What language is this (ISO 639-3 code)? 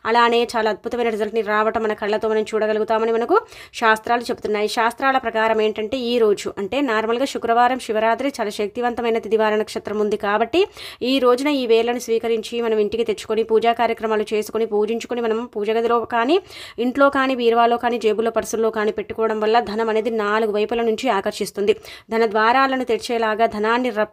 tel